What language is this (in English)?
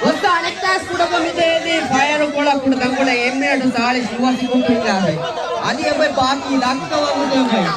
Divehi